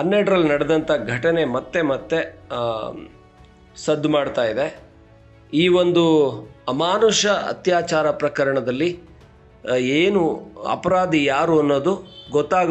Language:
Kannada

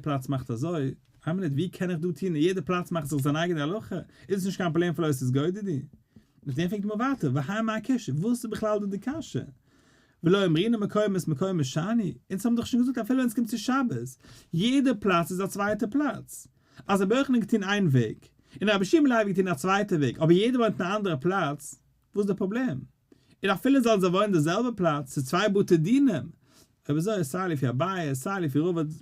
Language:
Yiddish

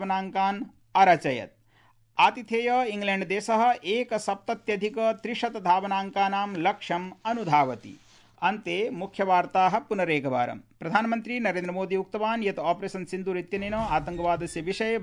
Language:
Sanskrit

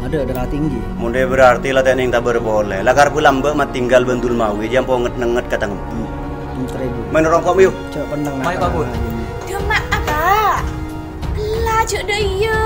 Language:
Madurese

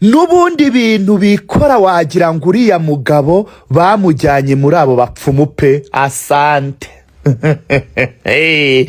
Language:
Kinyarwanda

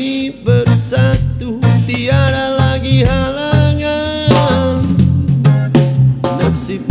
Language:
Malay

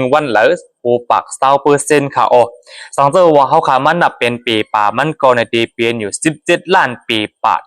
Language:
Shan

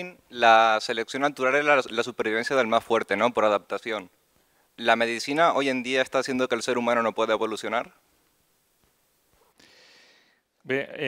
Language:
Catalan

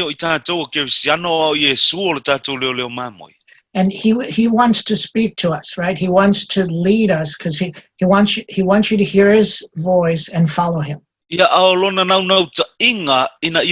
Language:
Samoan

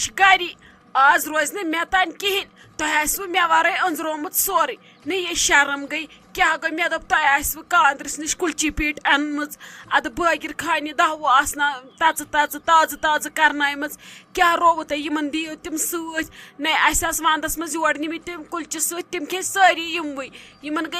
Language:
Kashmiri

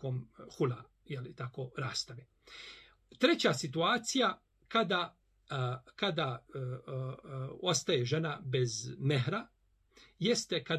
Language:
Bosnian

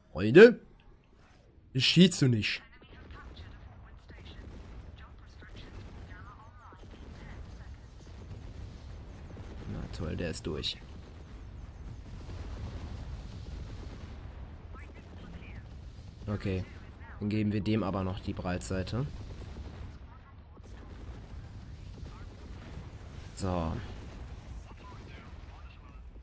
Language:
German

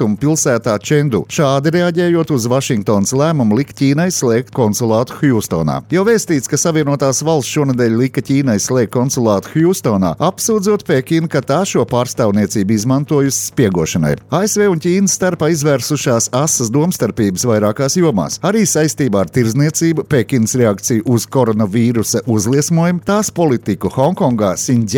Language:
Latvian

